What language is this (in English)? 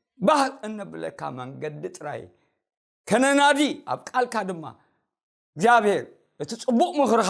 Tigrinya